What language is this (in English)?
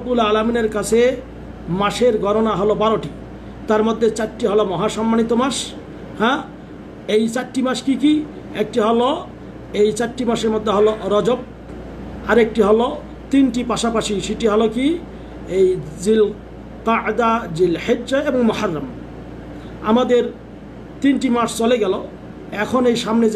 Bangla